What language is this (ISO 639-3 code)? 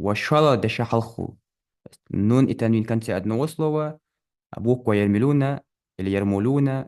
inh